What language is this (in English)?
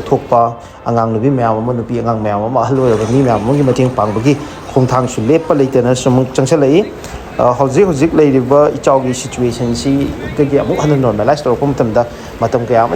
Manipuri